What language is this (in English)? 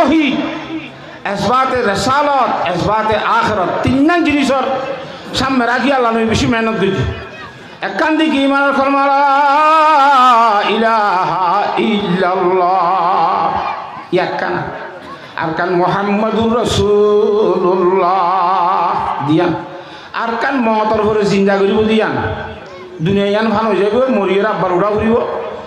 Rohingya